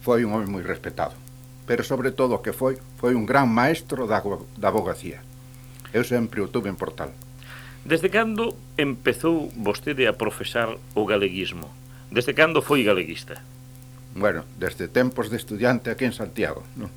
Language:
Galician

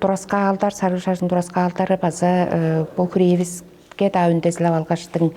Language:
Tuvinian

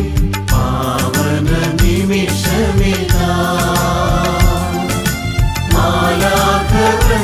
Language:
Malayalam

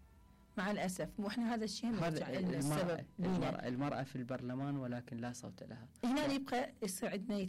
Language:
Mesopotamian Arabic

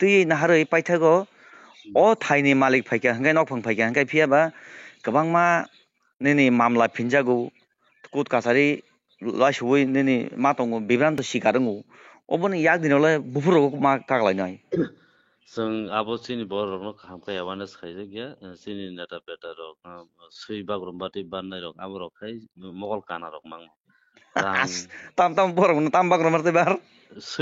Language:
Kok Borok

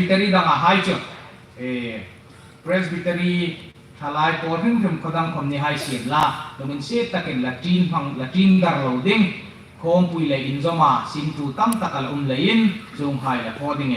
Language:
Hmar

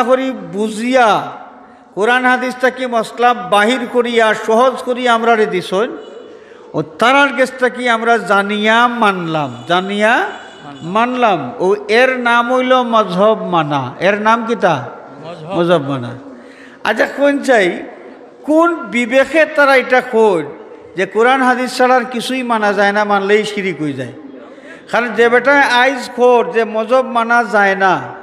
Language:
Sylheti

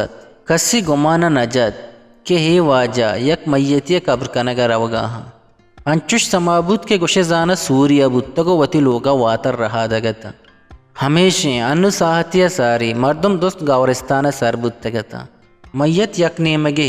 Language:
Eastern Balochi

